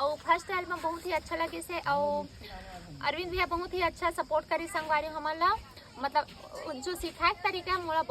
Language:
Chhattisgarhi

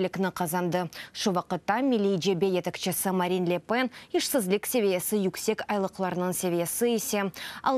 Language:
Crimean Tatar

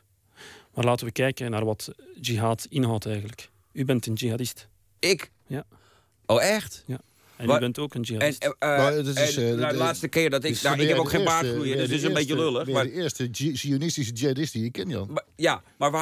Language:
Dutch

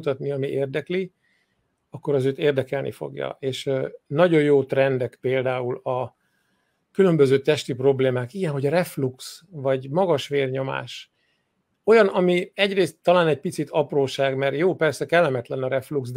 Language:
Hungarian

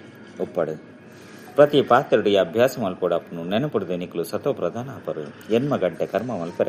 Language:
Tulu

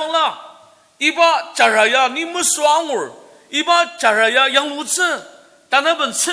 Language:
Ao Naga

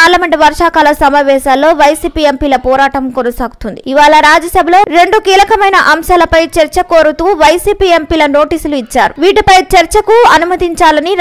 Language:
Telugu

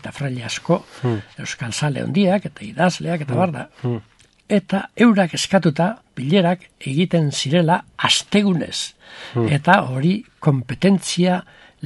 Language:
Basque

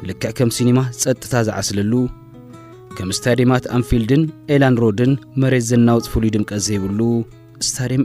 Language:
Tigrinya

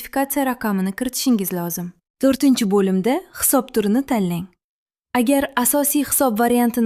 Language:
Uzbek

